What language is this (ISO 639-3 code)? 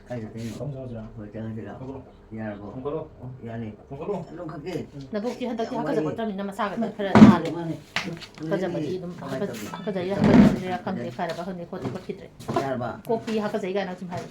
mni